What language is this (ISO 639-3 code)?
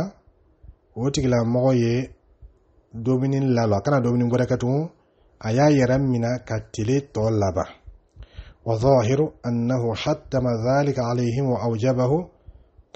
dyu